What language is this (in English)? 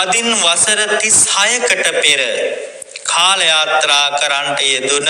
Sinhala